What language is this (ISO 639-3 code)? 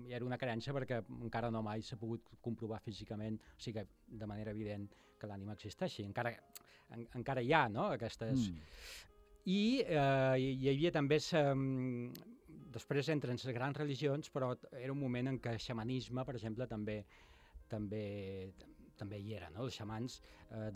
cat